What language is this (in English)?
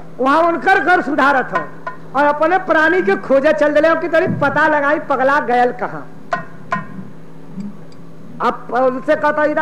Bhojpuri